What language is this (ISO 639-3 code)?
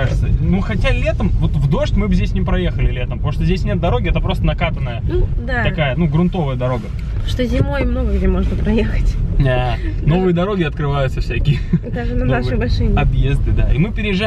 rus